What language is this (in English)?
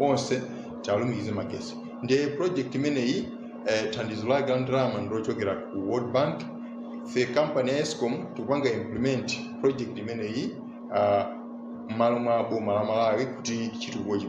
Nyanja